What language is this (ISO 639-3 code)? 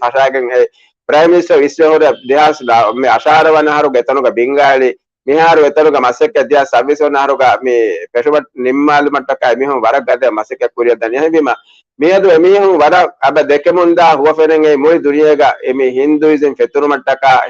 div